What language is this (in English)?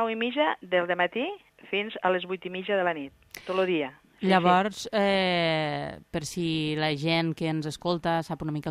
Catalan